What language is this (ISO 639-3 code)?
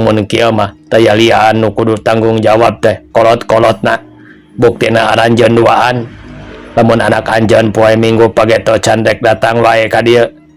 sun